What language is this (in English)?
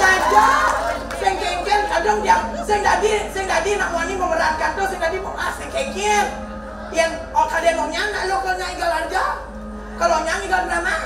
Balinese